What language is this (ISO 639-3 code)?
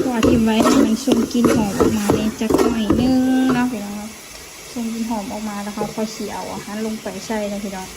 lao